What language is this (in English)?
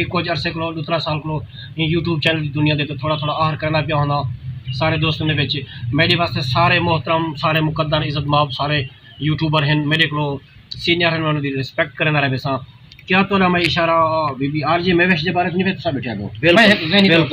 Saraiki